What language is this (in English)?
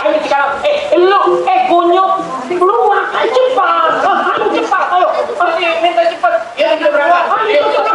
Betawi